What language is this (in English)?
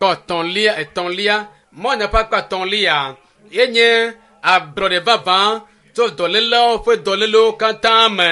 Ewe